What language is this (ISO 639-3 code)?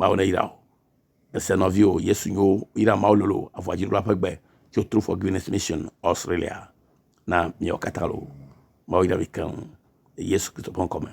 ewe